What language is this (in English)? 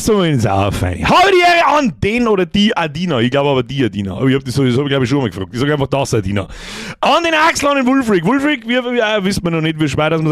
Bavarian